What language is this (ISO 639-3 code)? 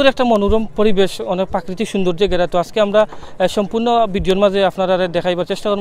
syl